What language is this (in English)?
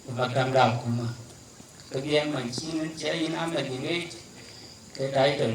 Dinka